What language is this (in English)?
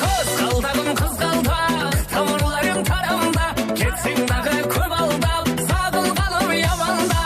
Kara-Kalpak